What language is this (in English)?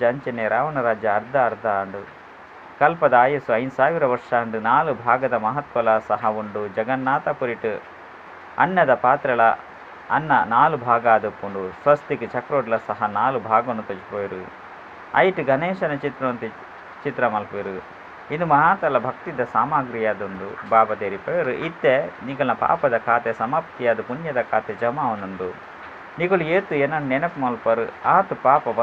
Tulu